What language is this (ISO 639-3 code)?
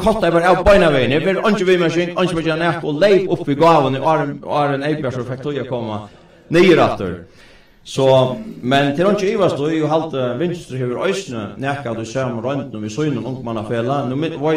fao